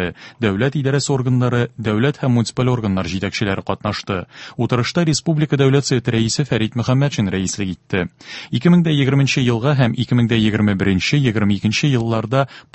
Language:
Tatar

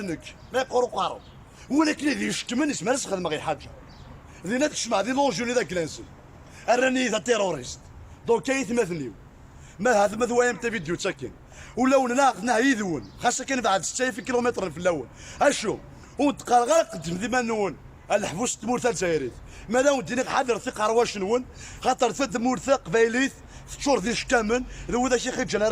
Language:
Kabyle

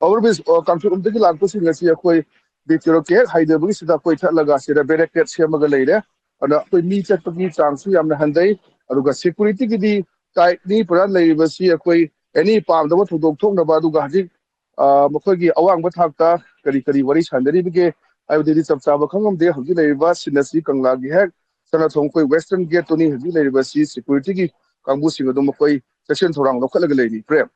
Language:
Manipuri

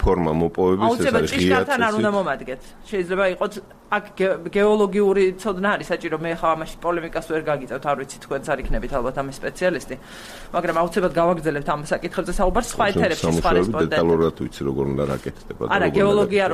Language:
Georgian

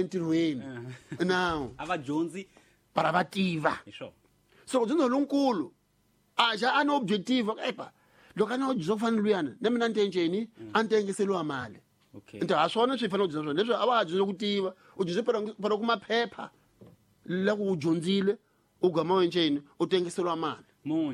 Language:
Tsonga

